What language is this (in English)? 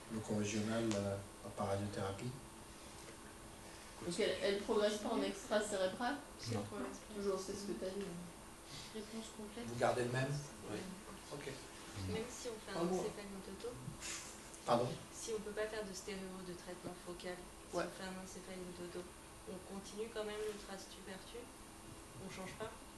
French